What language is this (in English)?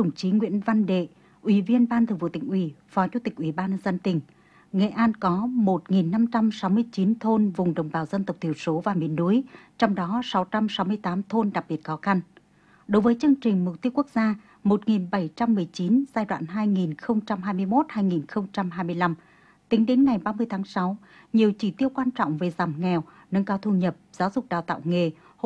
Vietnamese